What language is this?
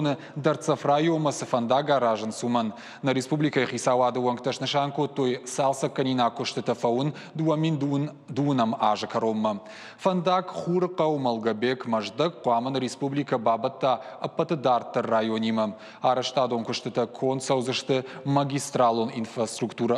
Ossetic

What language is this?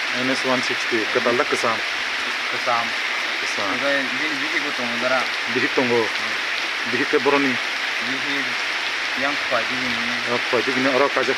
Kok Borok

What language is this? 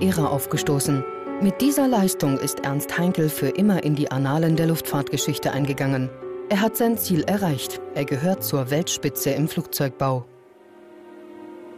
German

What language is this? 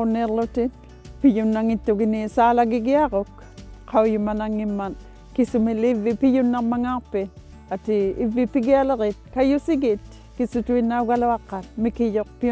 Inuktitut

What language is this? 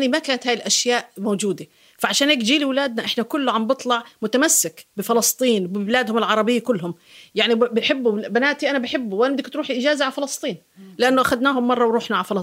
North Levantine Arabic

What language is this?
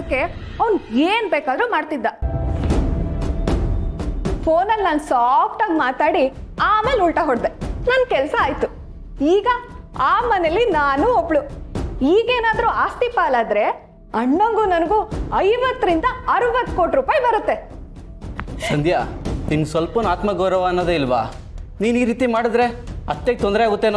Kannada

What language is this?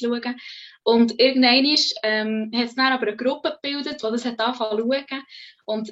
Swiss German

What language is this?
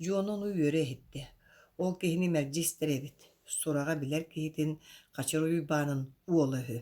Yakut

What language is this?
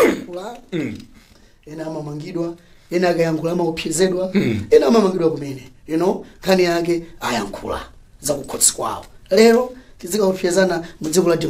Nyanja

